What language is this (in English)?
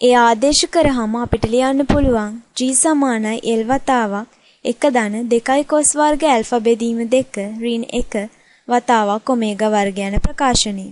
Sinhala